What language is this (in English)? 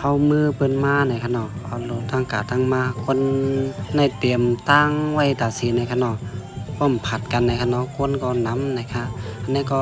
Shan